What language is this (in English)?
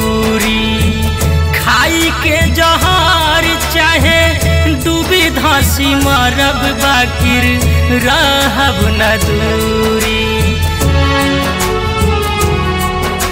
Bhojpuri